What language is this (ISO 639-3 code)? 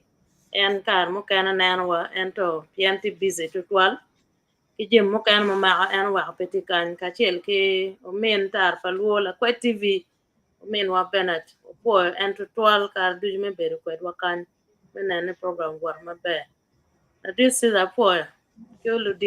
ach